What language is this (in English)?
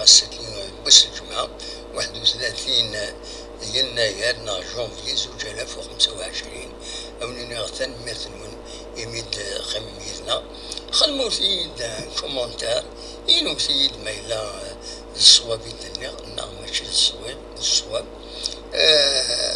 Kabyle